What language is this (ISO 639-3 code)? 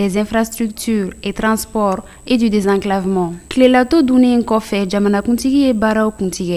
bam